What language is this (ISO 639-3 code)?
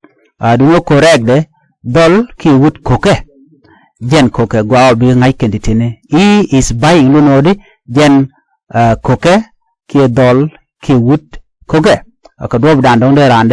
nus